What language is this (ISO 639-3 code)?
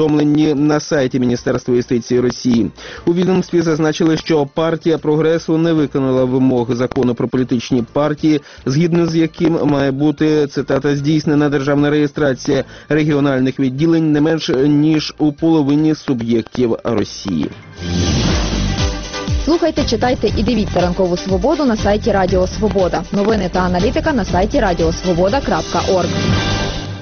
ukr